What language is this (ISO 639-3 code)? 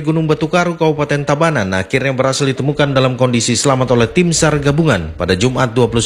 ind